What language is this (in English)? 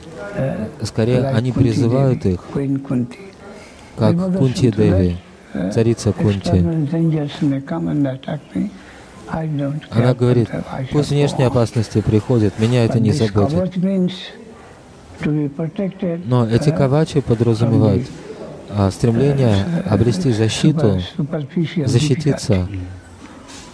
Russian